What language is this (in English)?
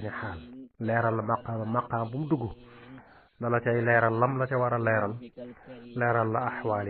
Wolof